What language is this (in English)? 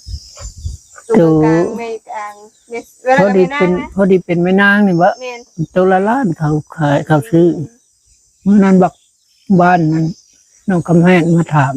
Northeastern Thai